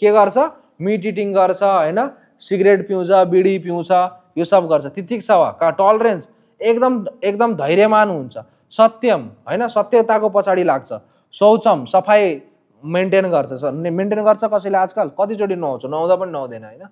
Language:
Nepali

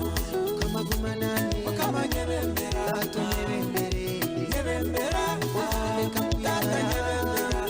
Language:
Nyankole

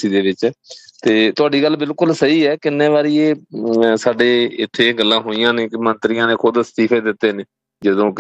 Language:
Punjabi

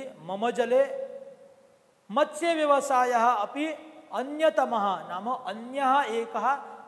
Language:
Sanskrit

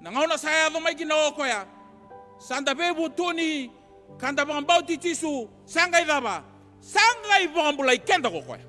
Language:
Fijian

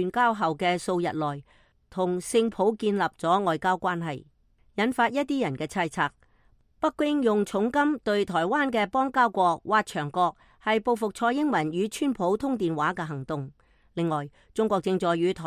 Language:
Cantonese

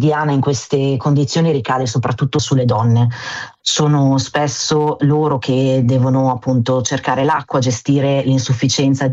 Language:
Italian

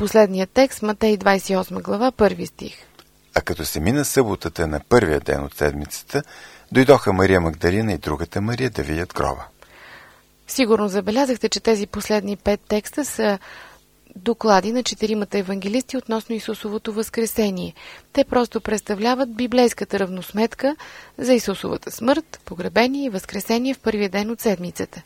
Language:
Bulgarian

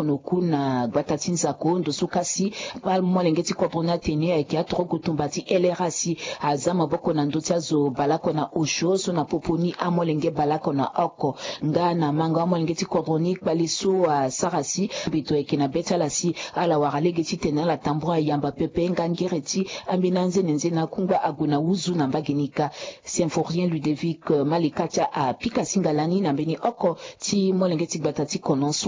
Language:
Sango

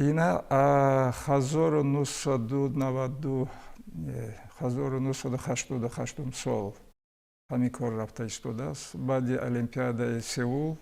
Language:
Tajik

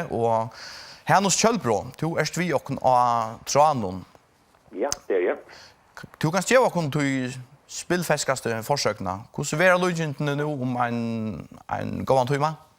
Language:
Faroese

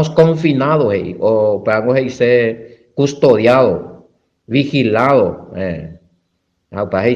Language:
Guarani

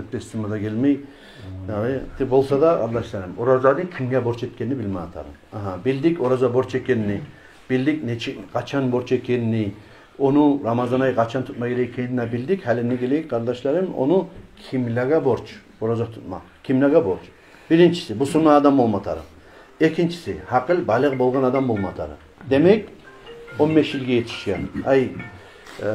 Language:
Kumyk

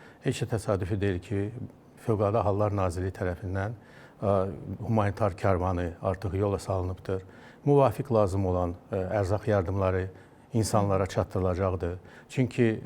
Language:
Azerbaijani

